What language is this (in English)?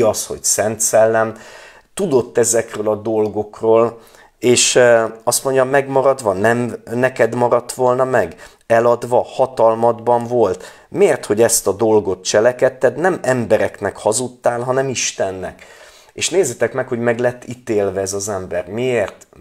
Hungarian